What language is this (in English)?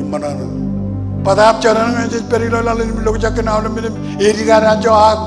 Marshallese